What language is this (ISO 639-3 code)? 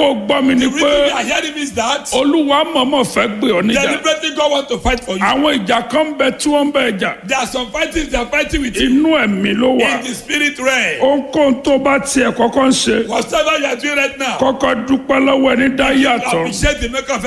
yor